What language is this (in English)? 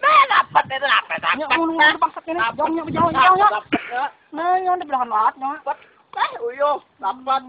Banjar